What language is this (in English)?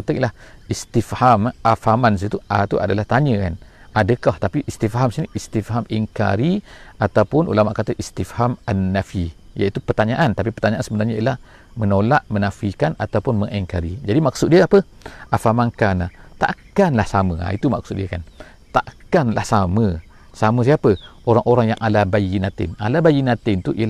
Malay